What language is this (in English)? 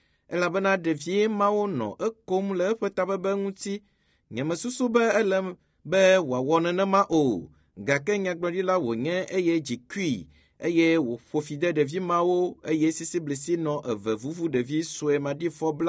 Ewe